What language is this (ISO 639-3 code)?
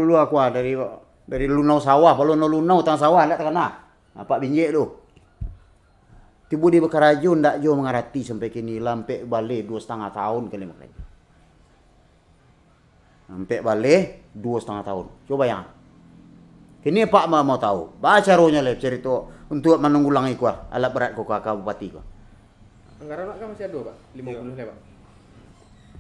min